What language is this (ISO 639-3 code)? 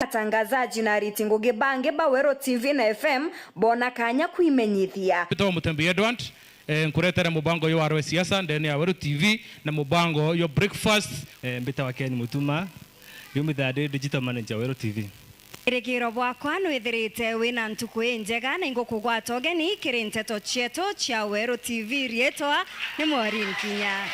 mer